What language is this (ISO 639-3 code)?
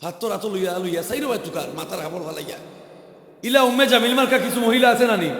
syl